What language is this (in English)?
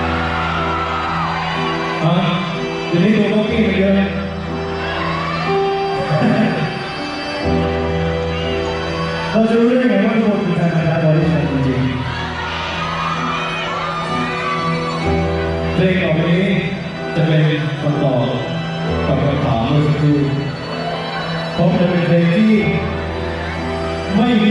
Thai